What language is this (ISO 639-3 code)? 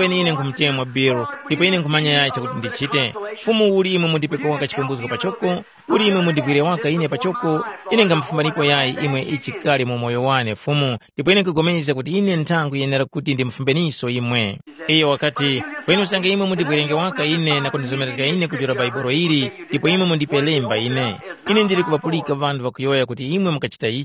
tum